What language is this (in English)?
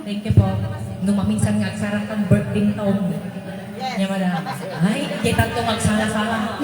Iloko